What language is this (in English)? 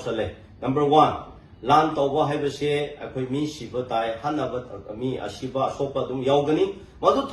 Manipuri